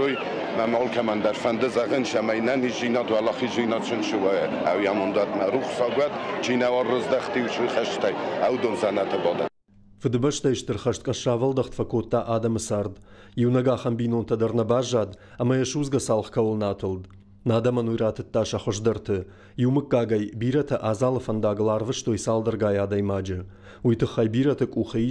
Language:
Ossetic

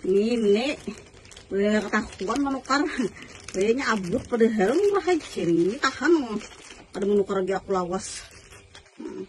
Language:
Banjar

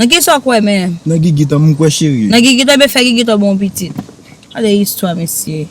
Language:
Haitian Creole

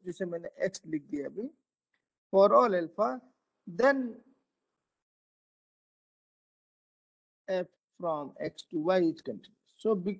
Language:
Hindi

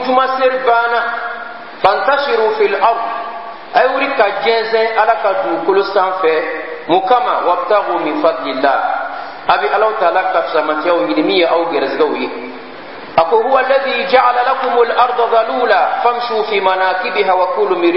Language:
Bambara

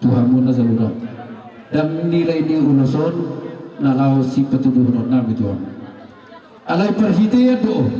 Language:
Batak Toba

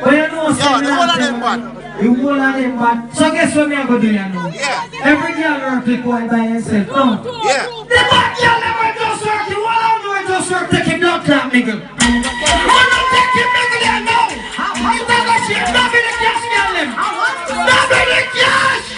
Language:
Jamaican Creole English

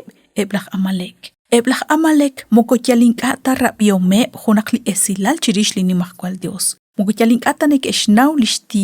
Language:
Kekchí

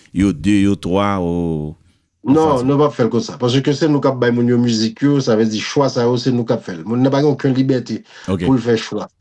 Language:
Haitian Creole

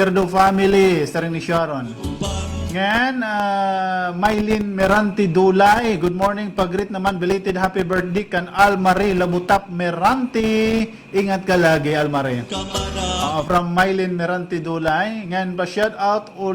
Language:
Waray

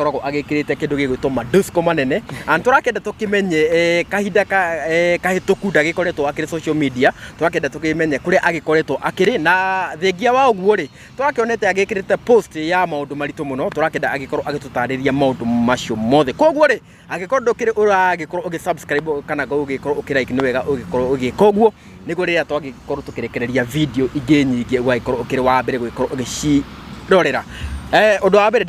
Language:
Kikuyu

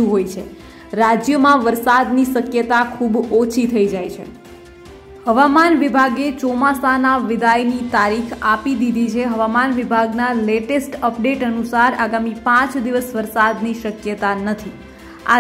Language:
Gujarati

